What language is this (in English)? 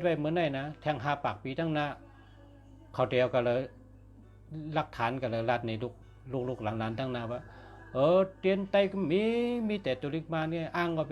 Shan